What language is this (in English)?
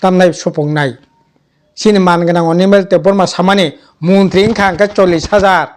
Kok Borok